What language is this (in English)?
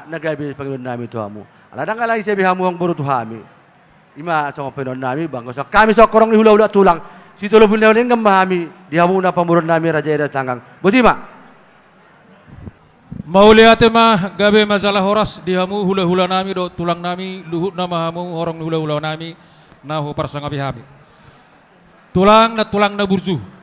Batak Toba